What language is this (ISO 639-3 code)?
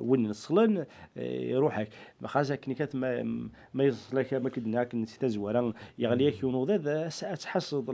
kab